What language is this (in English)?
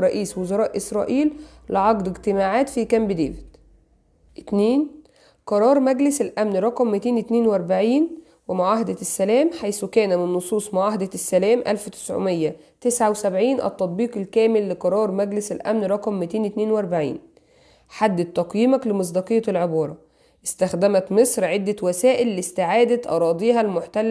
Egyptian Arabic